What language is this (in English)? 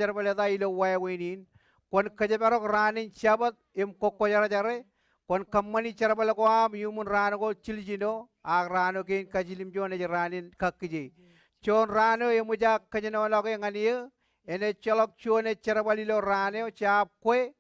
Marshallese